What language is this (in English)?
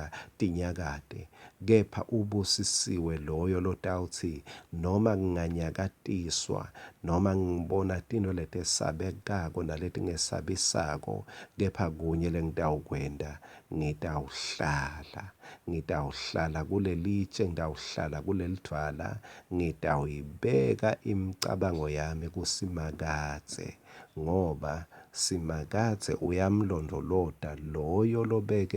Swati